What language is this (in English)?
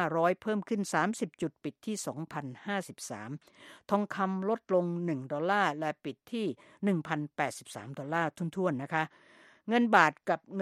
Thai